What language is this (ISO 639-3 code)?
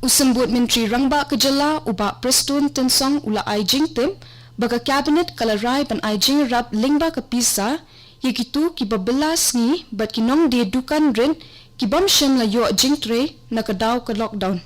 kha